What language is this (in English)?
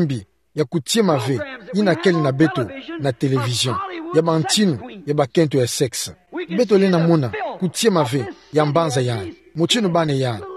Kituba (Democratic Republic of Congo)